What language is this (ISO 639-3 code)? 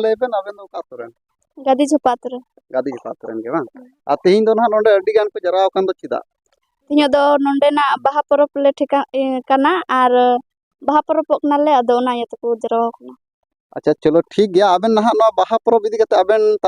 sat